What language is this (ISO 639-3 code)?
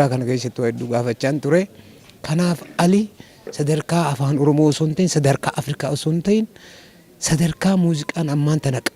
orm